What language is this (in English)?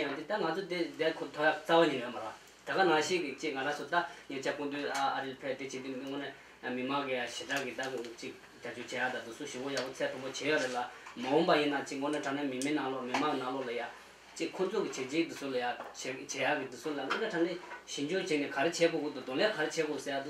Tibetan